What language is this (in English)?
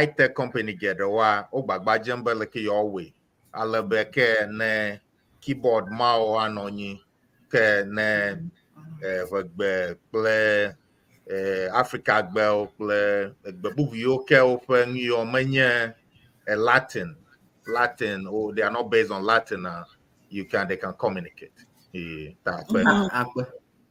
Ewe